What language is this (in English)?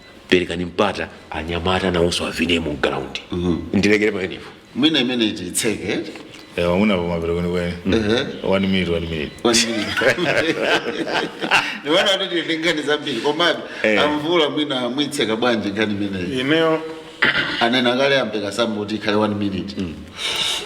Nyanja